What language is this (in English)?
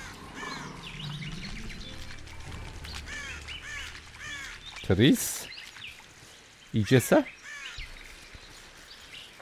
Polish